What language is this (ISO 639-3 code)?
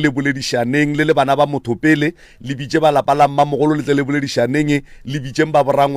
nso